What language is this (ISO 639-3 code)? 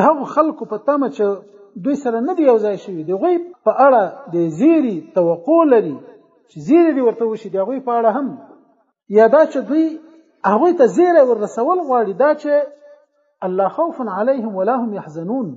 pus